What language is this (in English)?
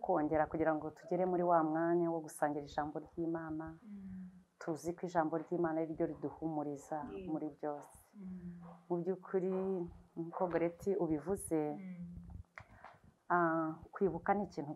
Kinyarwanda